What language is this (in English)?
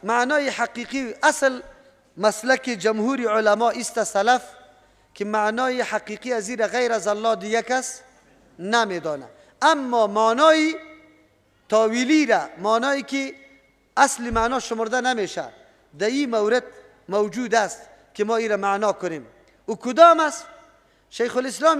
Persian